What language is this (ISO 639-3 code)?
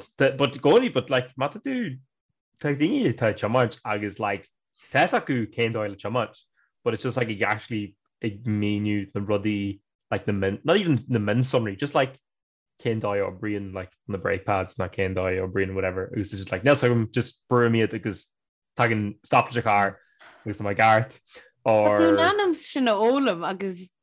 gle